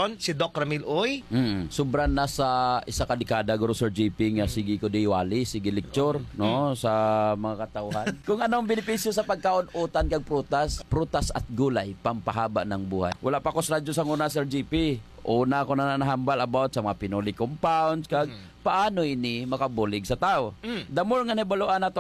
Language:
Hiligaynon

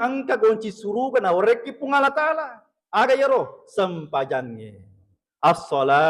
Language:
Buginese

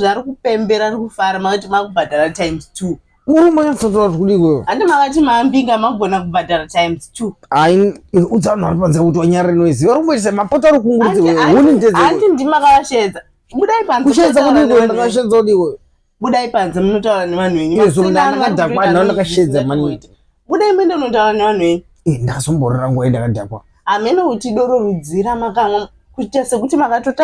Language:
Shona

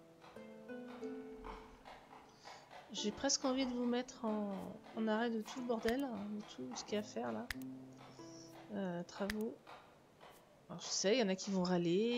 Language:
French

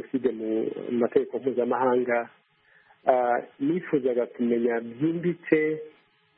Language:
Kinyarwanda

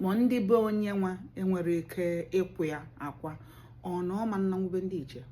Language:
Igbo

